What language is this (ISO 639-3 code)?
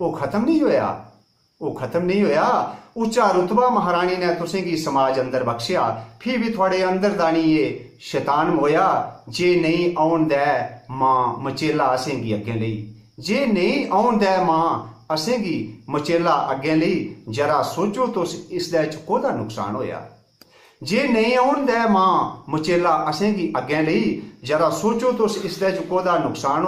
doi